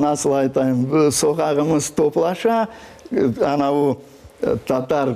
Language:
Crimean Tatar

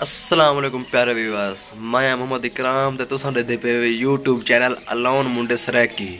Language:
Saraiki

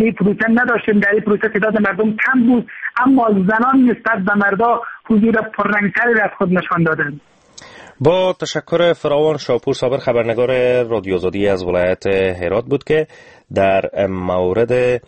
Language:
Persian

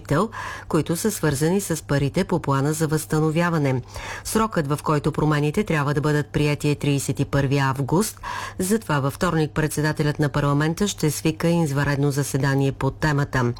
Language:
Bulgarian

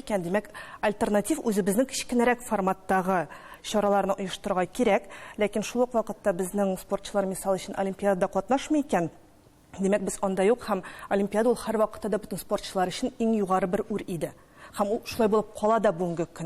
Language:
Tatar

